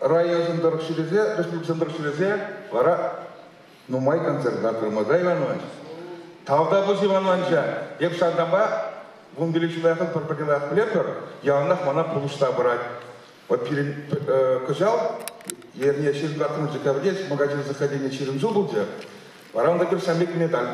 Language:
Chuvash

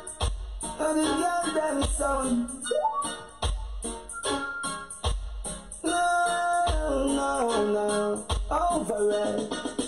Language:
English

